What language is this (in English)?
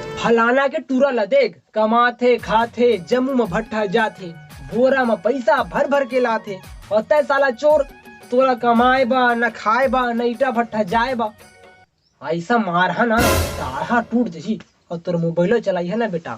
Chhattisgarhi